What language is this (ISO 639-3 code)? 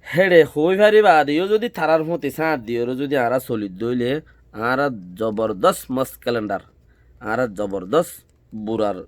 rhg